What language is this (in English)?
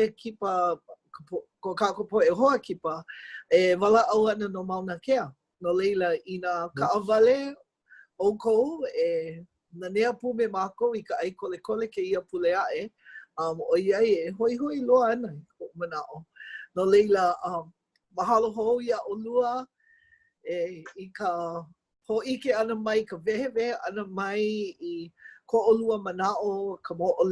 Hawaiian